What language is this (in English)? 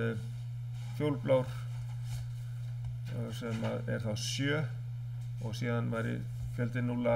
Icelandic